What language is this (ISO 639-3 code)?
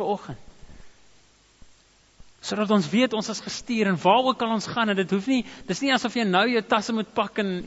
afr